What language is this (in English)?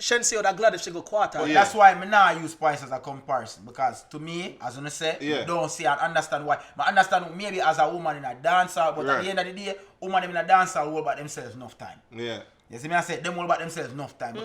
Jamaican Creole English